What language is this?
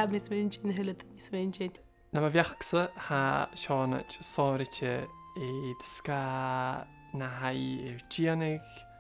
Scottish Gaelic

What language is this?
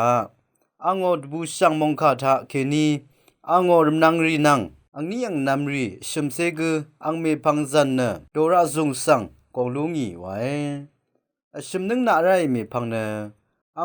Rawang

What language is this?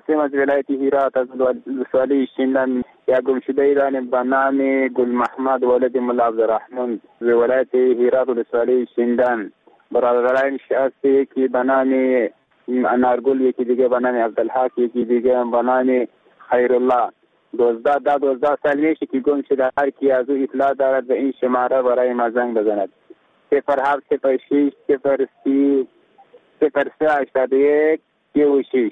Persian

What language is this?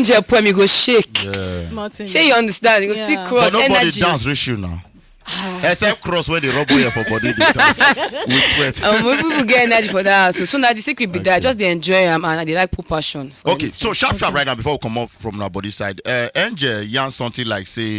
Nigerian Pidgin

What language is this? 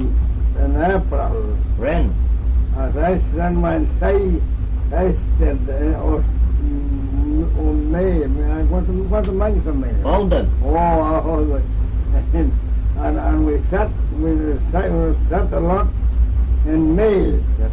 Manx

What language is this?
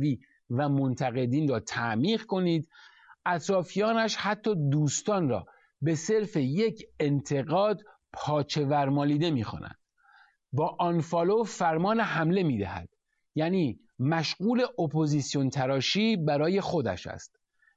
Persian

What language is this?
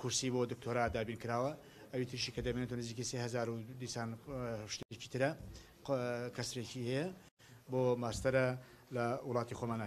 Central Kurdish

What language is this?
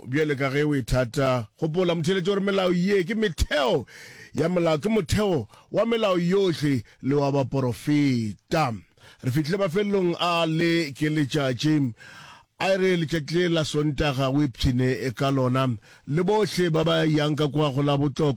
Northern Sotho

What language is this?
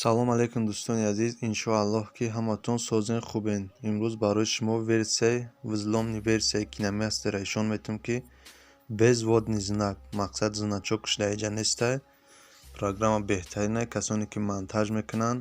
Tajik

